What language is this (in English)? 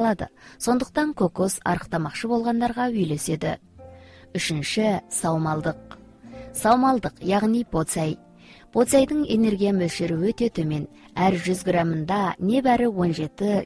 Kazakh